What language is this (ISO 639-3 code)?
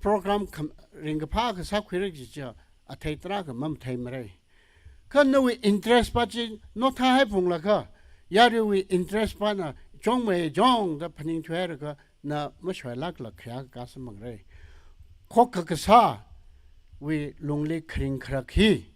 nmf